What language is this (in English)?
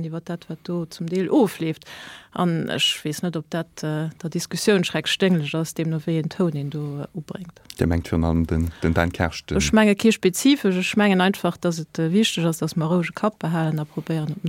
Luxembourgish